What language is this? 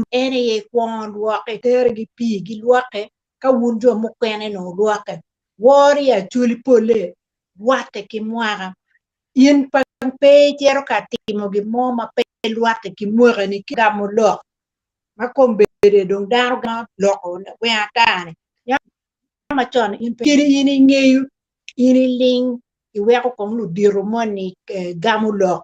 Acoli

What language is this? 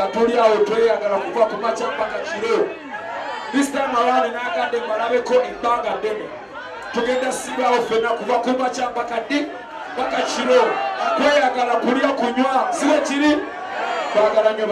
Ganda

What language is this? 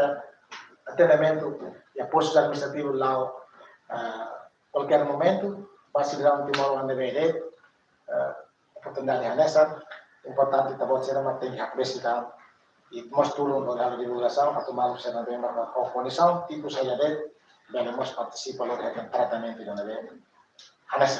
Tetum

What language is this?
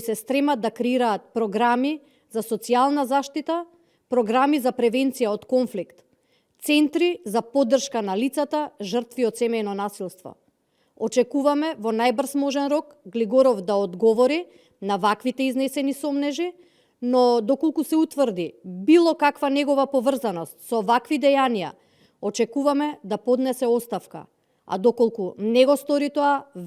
Macedonian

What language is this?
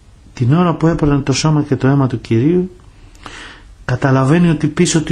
Greek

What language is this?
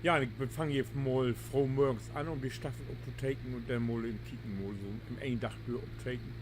Low German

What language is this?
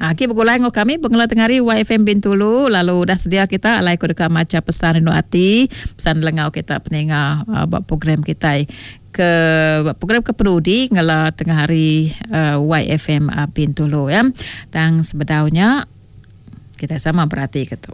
Iban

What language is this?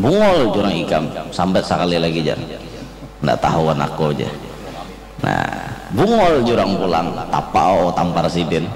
Banjar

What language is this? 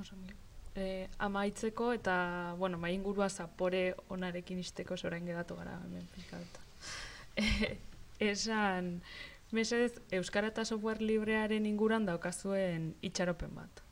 Basque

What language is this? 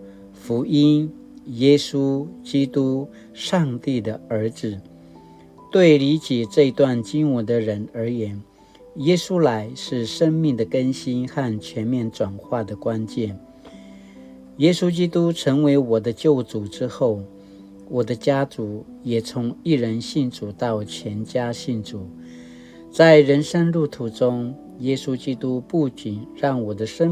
Paiwan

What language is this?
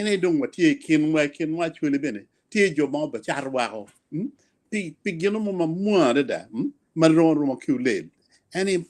Acoli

